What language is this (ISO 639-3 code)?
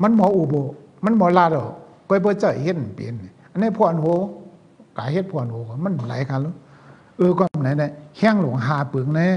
shn